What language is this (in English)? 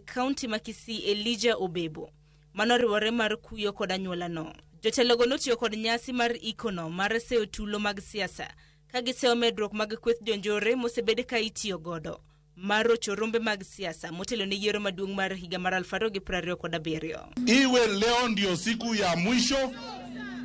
Luo (Kenya and Tanzania)